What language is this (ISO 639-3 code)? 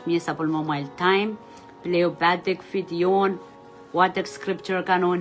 pon